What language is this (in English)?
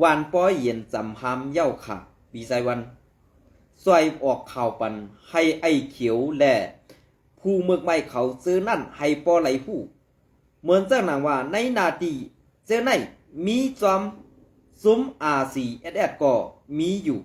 Shan